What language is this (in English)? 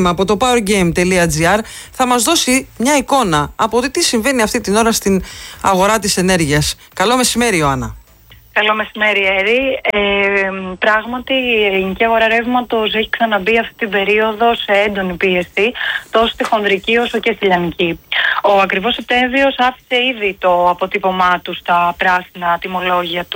Greek